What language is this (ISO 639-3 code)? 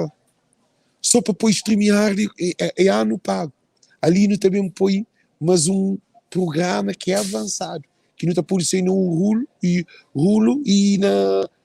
kea